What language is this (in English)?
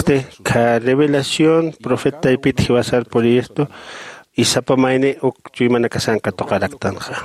Aymara